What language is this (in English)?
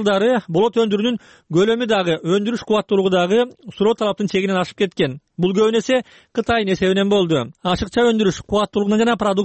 Kyrgyz